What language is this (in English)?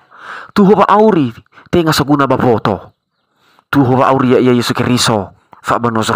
Nias